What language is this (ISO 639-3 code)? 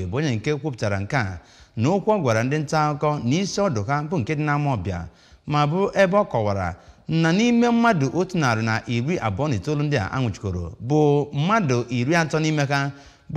ibo